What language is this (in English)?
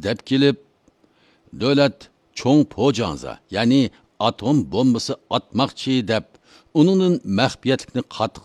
Uyghur